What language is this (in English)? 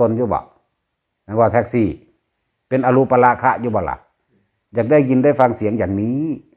Northeastern Thai